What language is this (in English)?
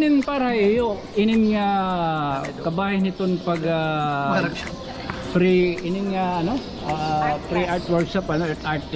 Waray